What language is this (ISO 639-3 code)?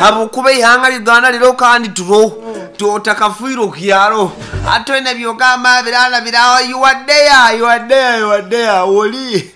nyn